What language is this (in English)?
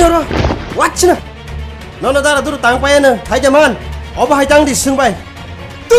Kok Borok